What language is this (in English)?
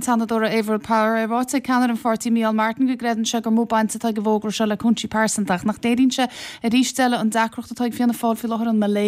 Irish